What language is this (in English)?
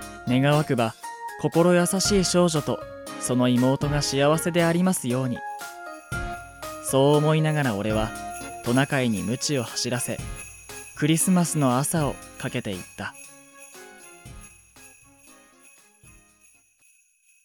Japanese